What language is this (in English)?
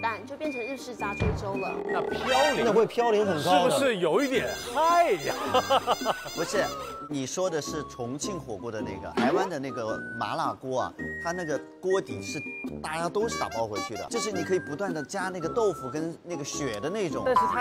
Chinese